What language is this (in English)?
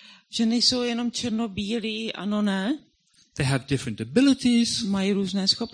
Czech